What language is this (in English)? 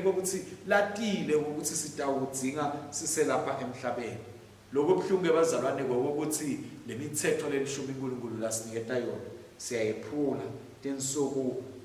Swati